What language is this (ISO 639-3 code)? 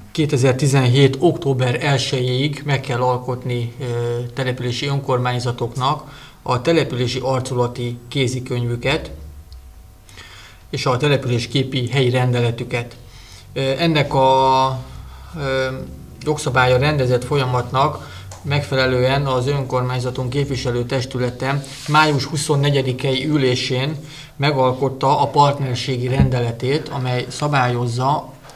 hun